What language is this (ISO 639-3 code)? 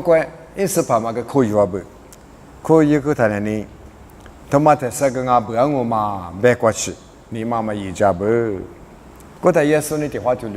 lis